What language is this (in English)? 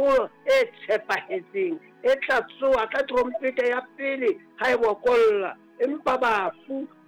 Southern Sotho